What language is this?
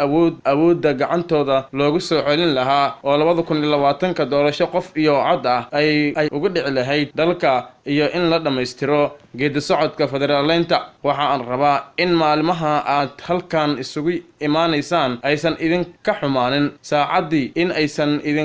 Somali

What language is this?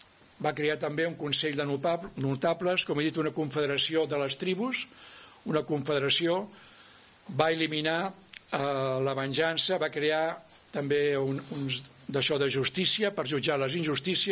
Catalan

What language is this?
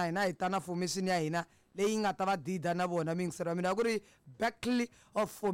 Tsonga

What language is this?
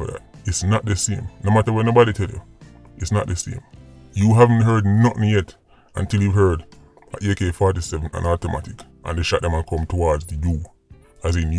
Jamaican Creole English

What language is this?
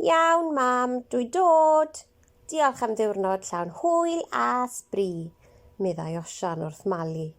Welsh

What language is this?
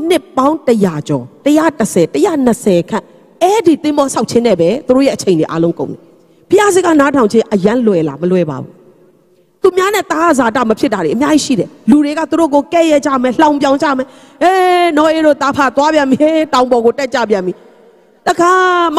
Burmese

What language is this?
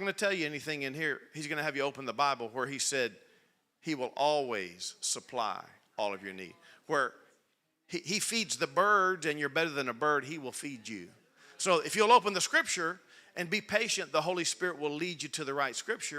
English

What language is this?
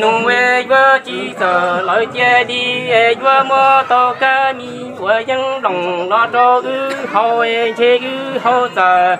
Hmong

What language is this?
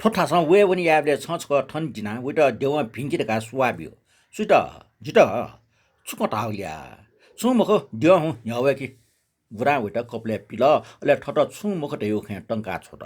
Newari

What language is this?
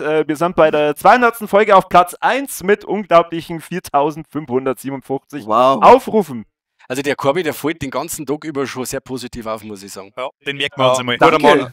Bavarian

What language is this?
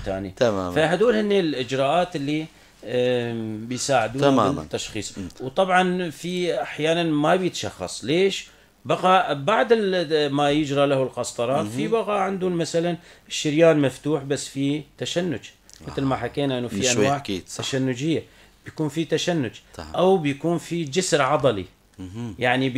North Levantine Arabic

